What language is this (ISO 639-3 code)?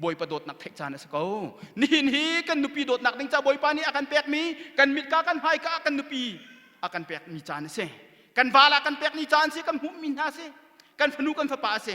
cnh